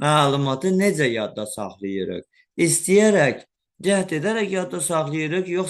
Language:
Azerbaijani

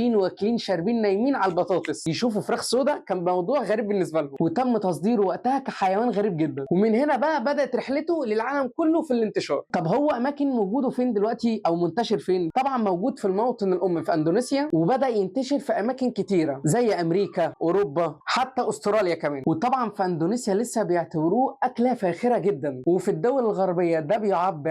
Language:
Egyptian Arabic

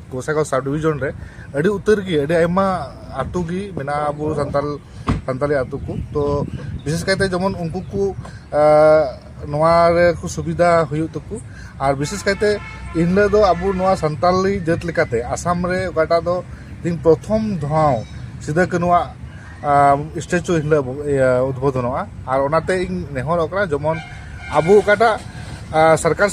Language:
Santali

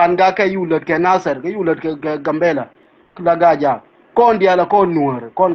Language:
Nuer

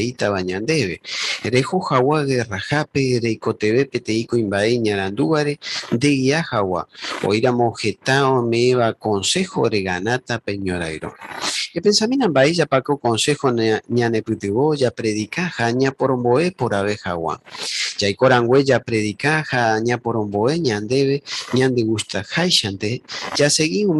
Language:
Guarani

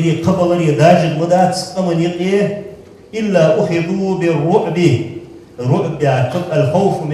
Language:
Ingush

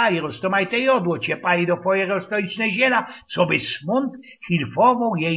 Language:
Silesian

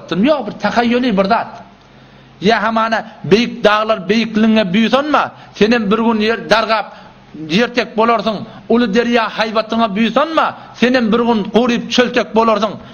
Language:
Turkmen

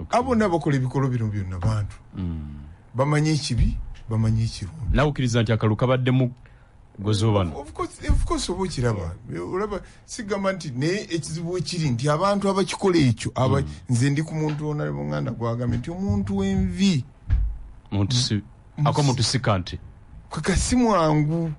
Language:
Ganda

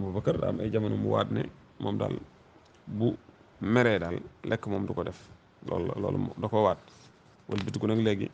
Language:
Wolof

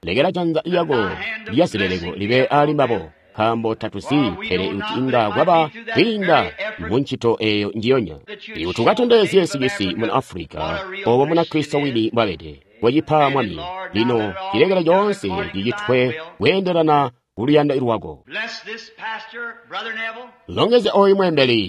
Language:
Tonga (Zambia)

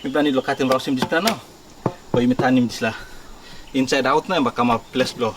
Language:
Tok Pisin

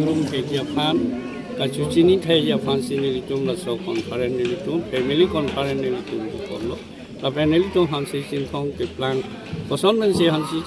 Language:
Karbi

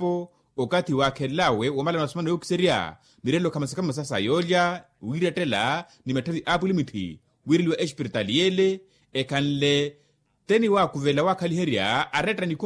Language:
Makhuwa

